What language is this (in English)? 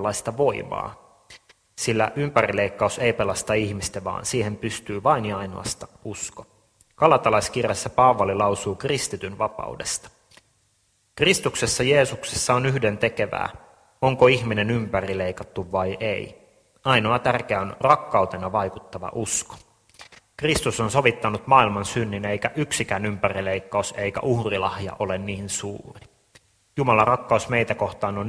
Finnish